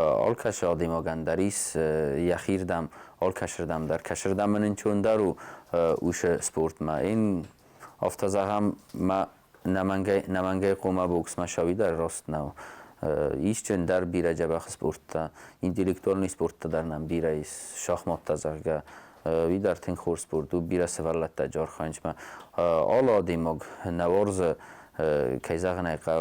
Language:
Ossetic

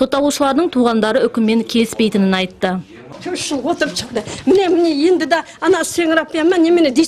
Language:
Kazakh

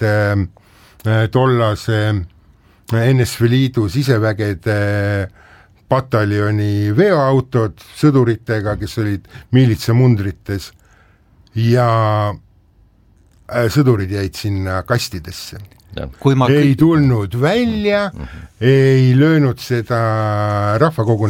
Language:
Estonian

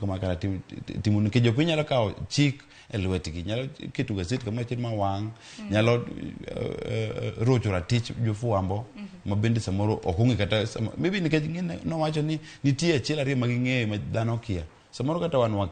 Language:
Luo (Kenya and Tanzania)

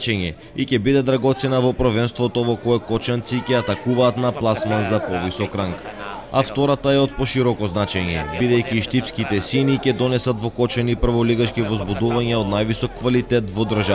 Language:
Macedonian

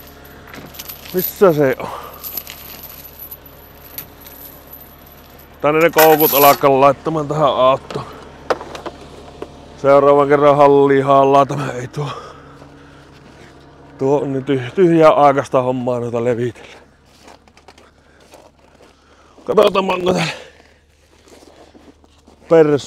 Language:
Finnish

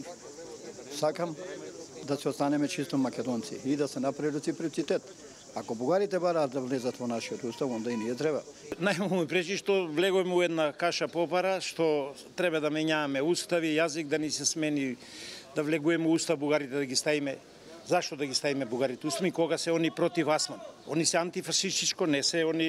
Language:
Macedonian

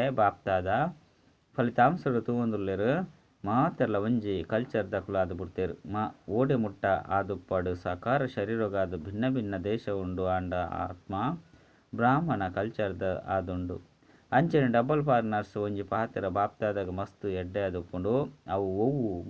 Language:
Tulu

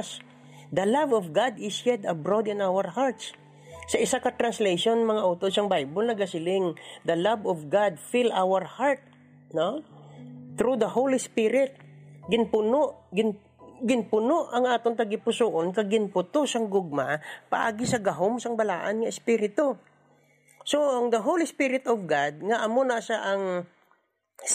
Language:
Hiligaynon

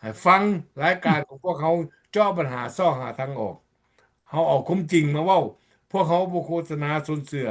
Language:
Lao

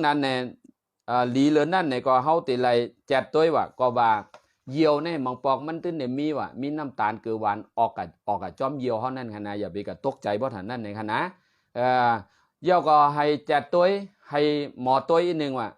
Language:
Shan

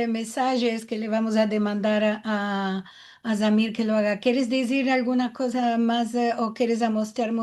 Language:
Ladino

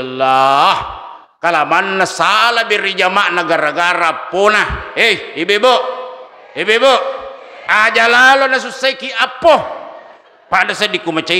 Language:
Buginese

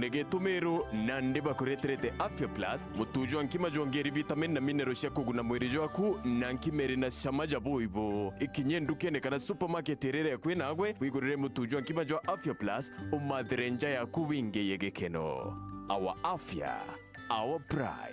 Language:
Meru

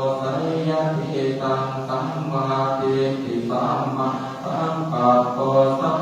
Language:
Pali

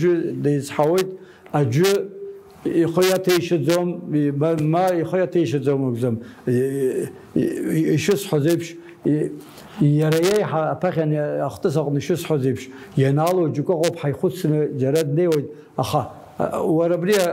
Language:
Abkhazian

